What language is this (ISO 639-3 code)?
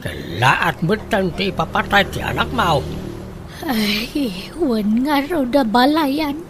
ilo